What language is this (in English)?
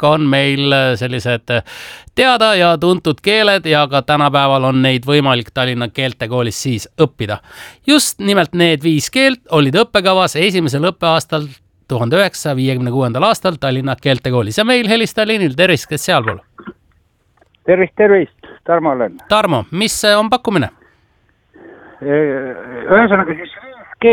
Estonian